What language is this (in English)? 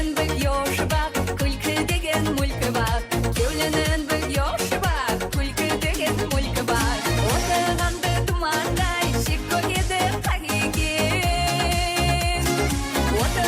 Kara-Kalpak